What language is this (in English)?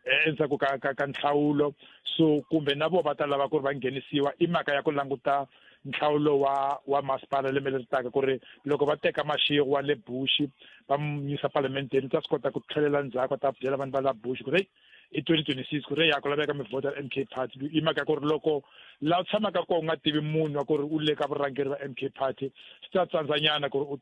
Tsonga